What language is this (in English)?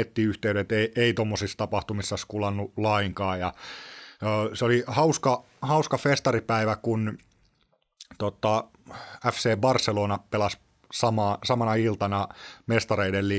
Finnish